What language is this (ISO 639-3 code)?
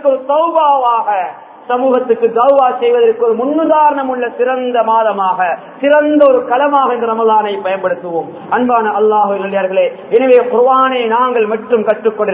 tam